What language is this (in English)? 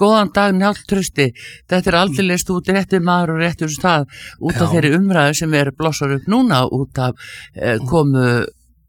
Icelandic